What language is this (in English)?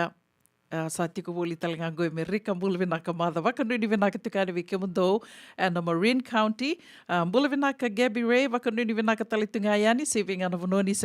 Fijian